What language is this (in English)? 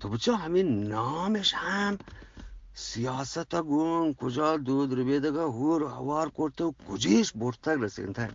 Eastern Balochi